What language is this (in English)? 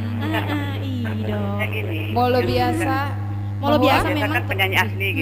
Batak Toba